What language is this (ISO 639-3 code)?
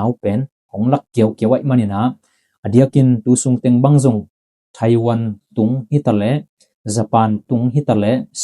ctd